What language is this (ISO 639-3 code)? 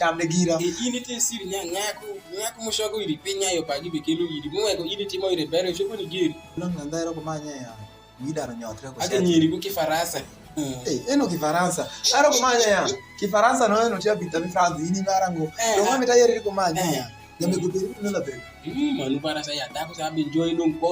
alz